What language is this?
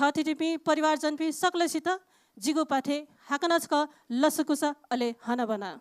Newari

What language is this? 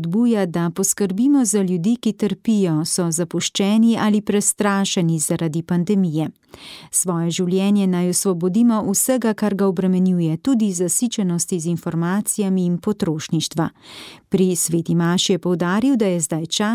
Slovenian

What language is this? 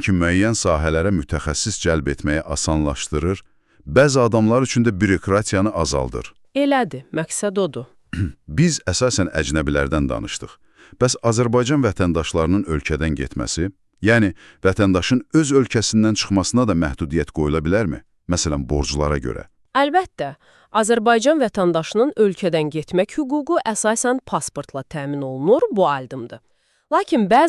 Azerbaijani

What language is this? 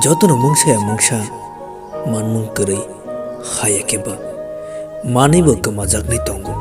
Kok Borok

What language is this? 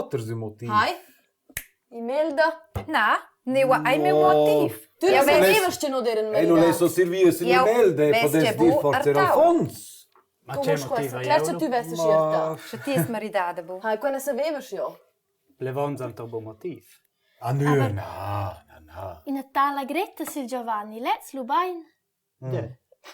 Romansh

